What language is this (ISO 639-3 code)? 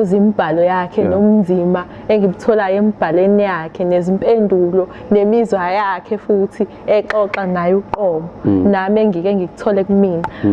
zul